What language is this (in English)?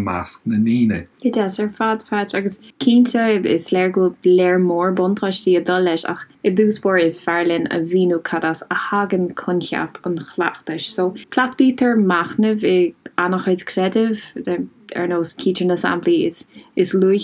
Irish